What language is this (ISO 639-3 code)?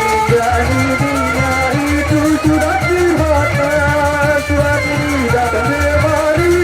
sas